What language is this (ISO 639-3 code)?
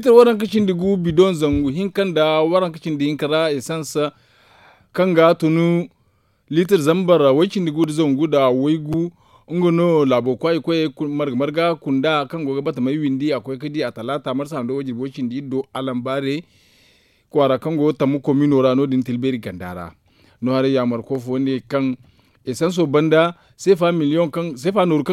dje